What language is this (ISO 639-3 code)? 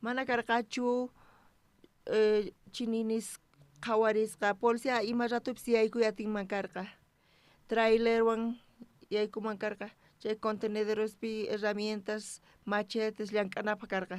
quh